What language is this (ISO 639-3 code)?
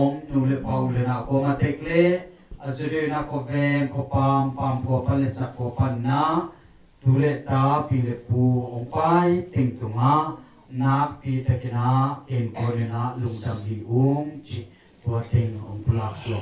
ctd